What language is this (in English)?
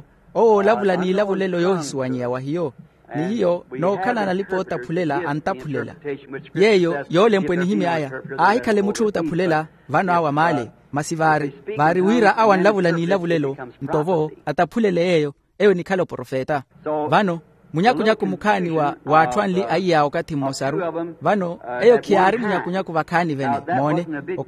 Makhuwa